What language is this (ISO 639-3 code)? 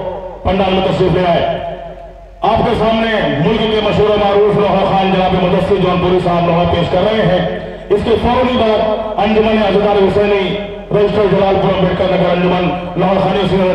urd